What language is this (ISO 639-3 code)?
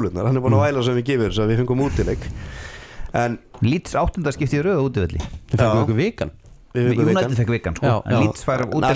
isl